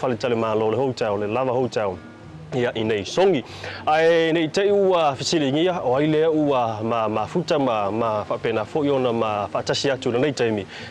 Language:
Samoan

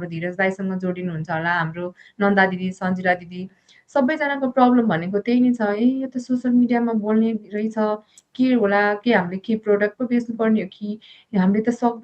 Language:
Nepali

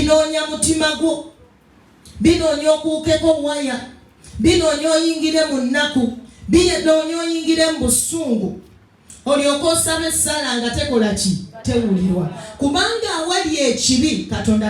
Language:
Ganda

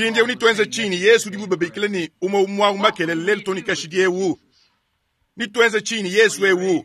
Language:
Luba-Lulua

